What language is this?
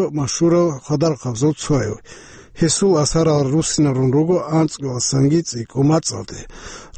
Avaric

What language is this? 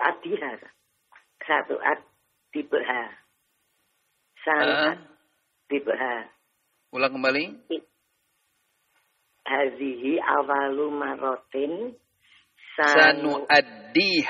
Indonesian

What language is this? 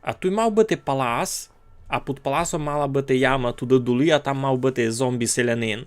Rusyn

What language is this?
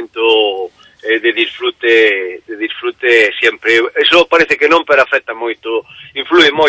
Galician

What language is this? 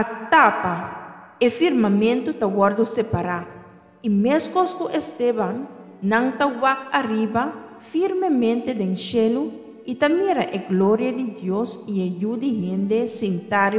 Papiamento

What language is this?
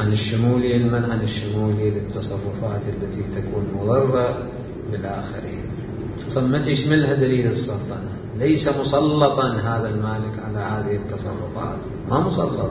Mesopotamian Arabic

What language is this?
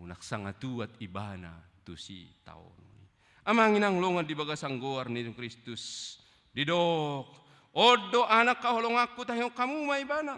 Batak Toba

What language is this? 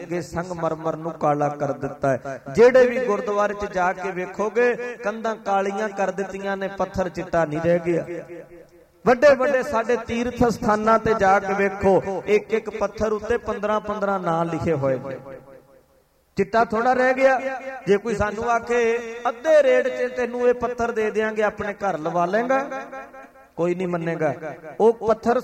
Punjabi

